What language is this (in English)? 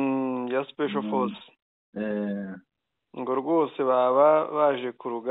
Kinyarwanda